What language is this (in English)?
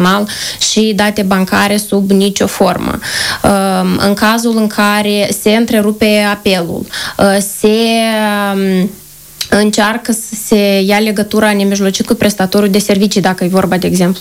Romanian